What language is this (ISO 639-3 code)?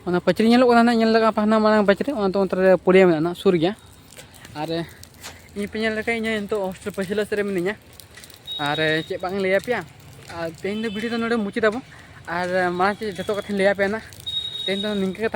sat